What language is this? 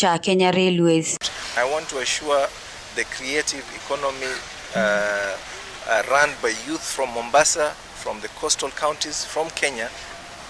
Kamba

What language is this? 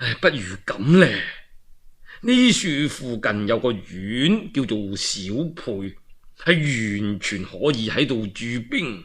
Cantonese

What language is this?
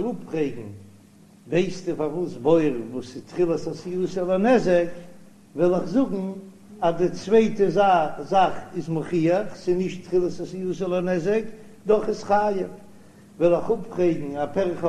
Yiddish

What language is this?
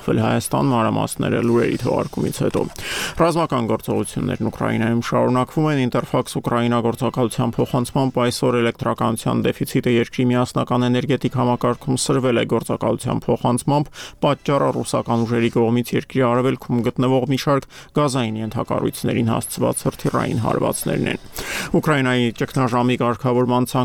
Armenian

